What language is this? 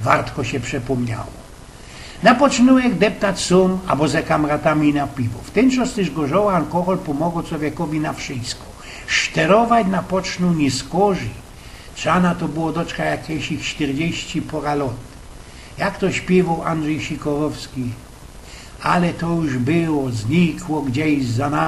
Silesian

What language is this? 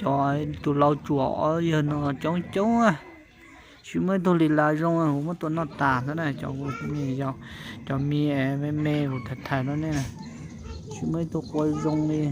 Hmong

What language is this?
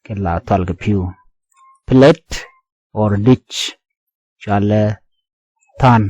Nuer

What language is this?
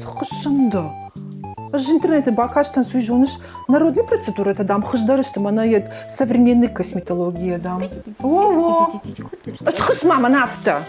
Ossetic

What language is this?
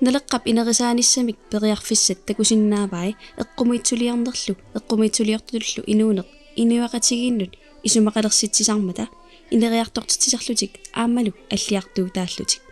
Kalaallisut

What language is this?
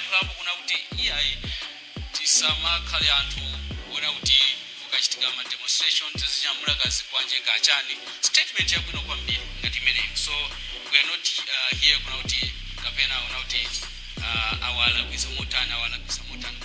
Nyanja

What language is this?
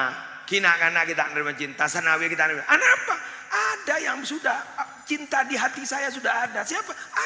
Madurese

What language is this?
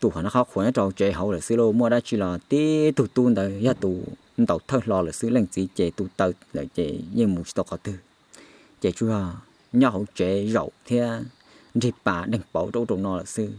Hmong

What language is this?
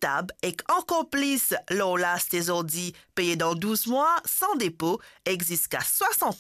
Morisyen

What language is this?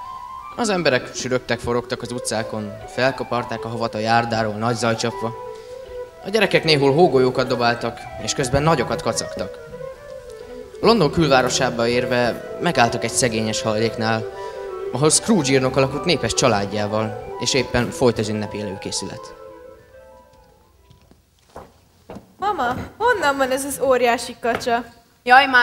Hungarian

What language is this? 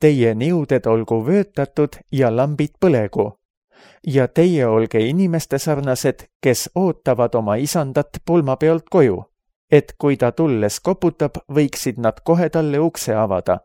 Estonian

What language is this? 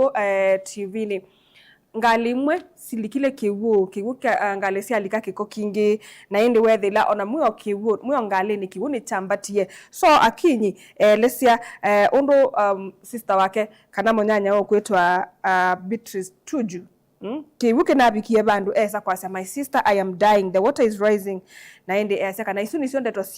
Kamba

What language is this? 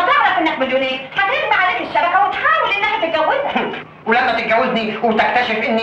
Egyptian Arabic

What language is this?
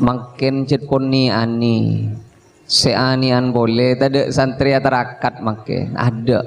Madurese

